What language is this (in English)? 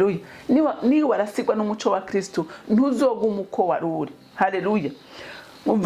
Rundi